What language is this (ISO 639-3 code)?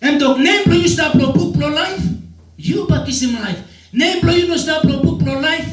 tpi